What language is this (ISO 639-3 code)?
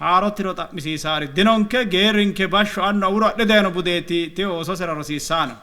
sid